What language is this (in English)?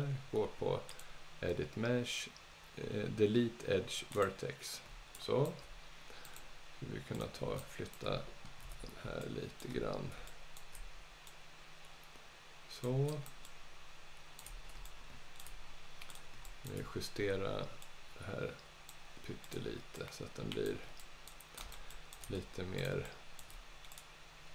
Swedish